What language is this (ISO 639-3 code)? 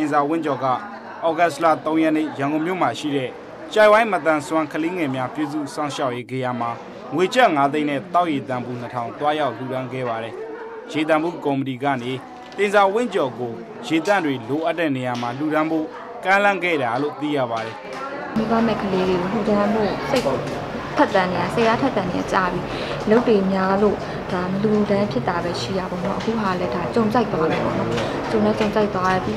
mya